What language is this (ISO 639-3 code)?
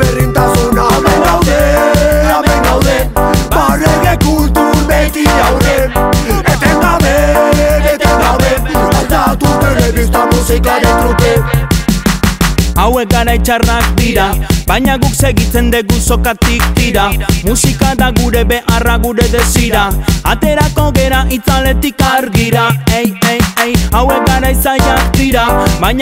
eus